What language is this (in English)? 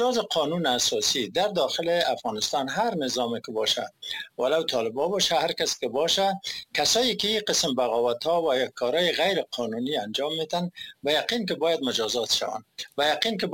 Persian